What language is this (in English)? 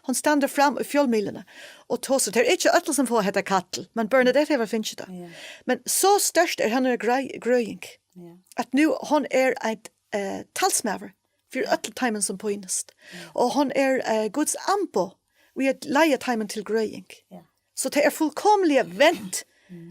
Faroese